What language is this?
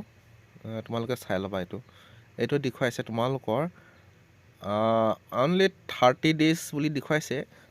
Assamese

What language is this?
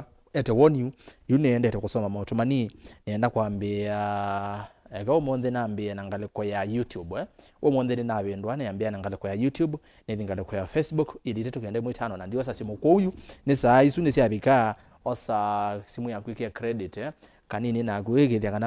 Kamba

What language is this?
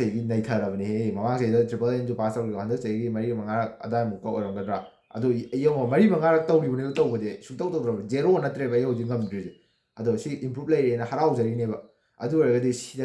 Manipuri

